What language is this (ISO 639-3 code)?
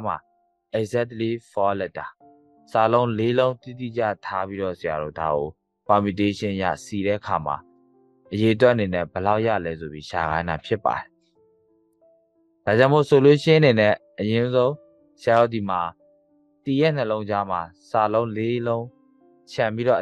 mya